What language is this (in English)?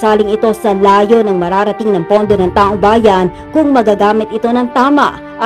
Filipino